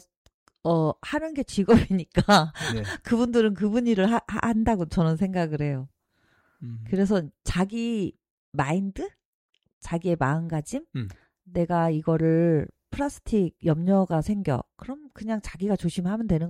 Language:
Korean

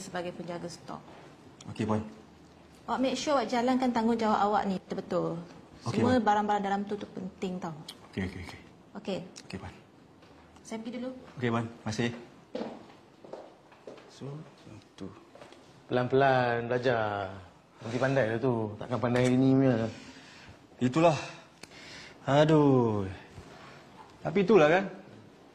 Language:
Malay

